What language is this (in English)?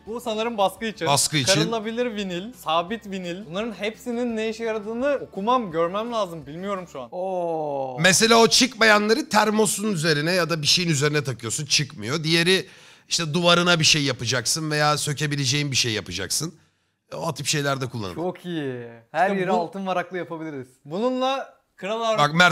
Turkish